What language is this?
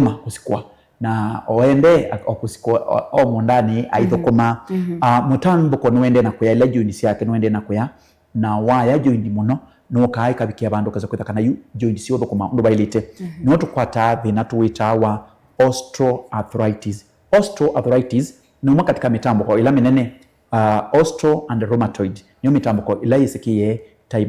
Kamba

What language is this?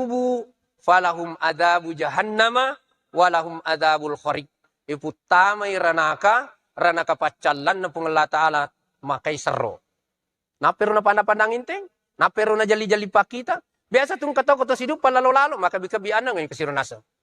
Buginese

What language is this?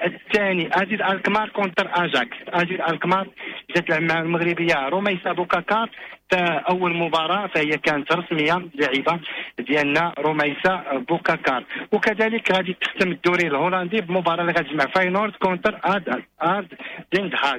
Moroccan Arabic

